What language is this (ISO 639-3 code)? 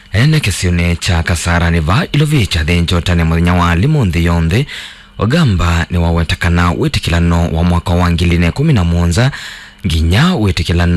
kam